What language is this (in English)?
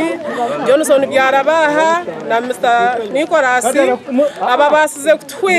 Nyankole